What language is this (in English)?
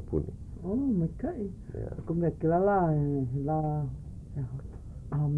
Hawaiian